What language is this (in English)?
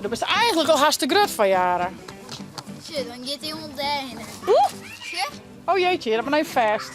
Western Frisian